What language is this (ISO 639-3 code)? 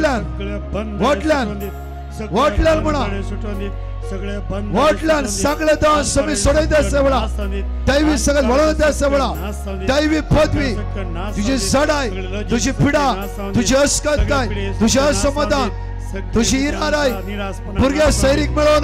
kok